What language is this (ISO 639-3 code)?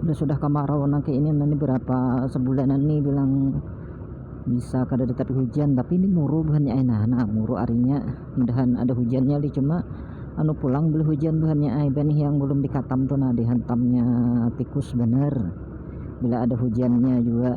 bjn